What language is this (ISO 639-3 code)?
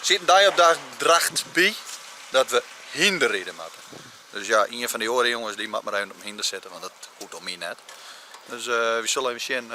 fry